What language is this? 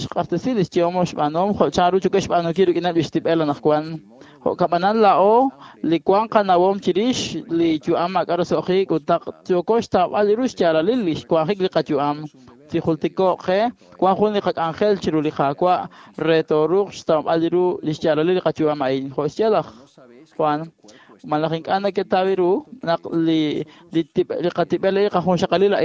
Kekchí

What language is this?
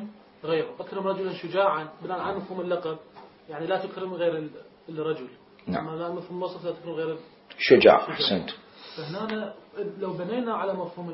Mesopotamian Arabic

